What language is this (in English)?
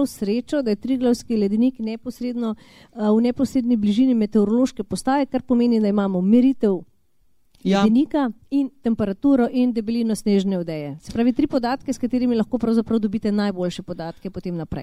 Slovenian